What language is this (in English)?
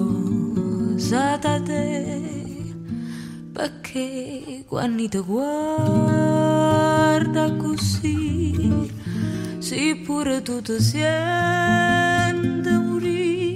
Italian